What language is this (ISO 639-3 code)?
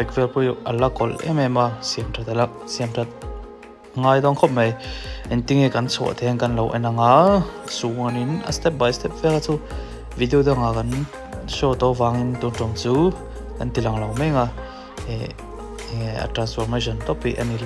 lus